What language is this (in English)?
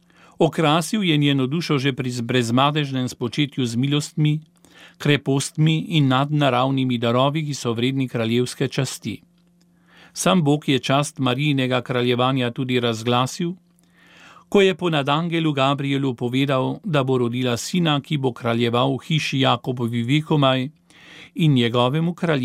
Slovenian